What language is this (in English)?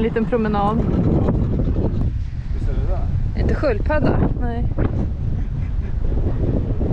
Swedish